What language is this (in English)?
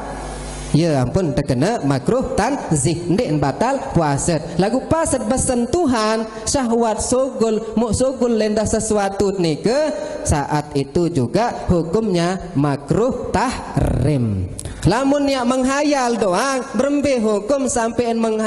Sasak